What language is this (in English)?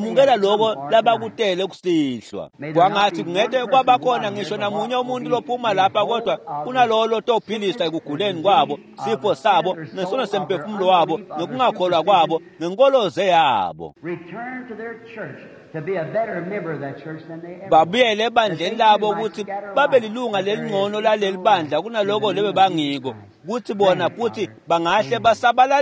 Swati